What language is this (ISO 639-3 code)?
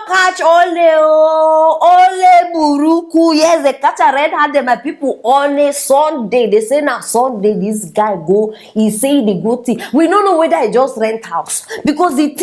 pcm